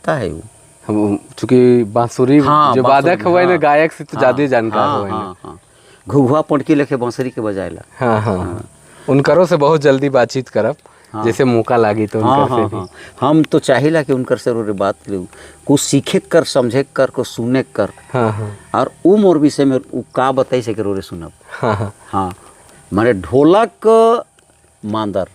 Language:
Sadri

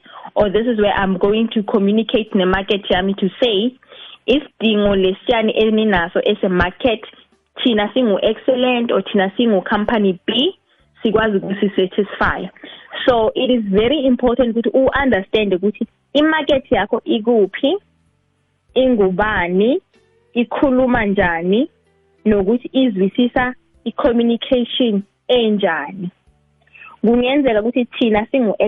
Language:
South Ndebele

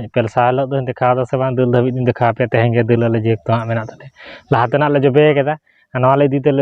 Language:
Santali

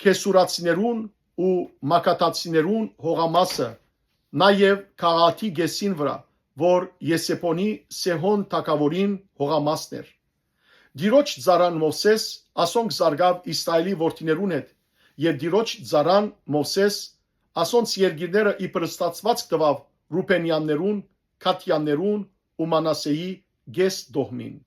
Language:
Western Armenian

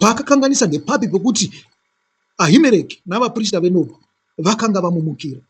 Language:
Shona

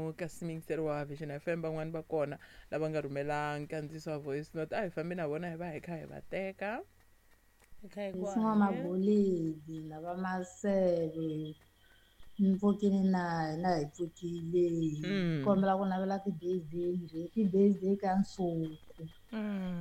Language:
Tsonga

